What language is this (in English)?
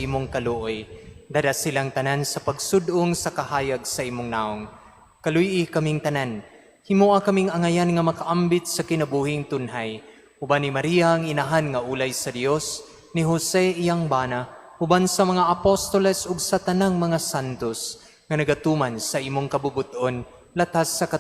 Cebuano